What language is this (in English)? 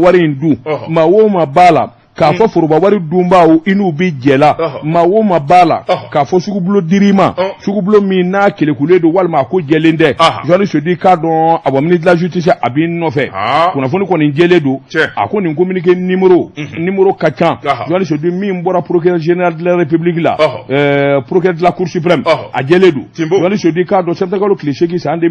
Bambara